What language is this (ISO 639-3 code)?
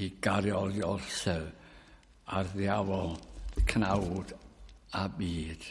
cym